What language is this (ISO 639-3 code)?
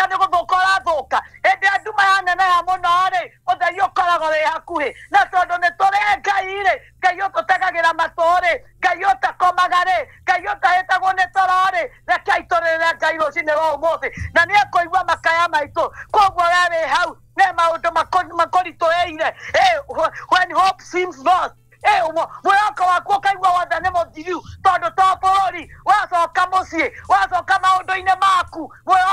kik